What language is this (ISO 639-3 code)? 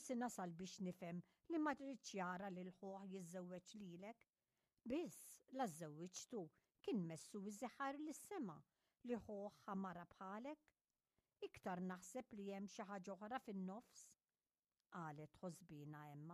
mlt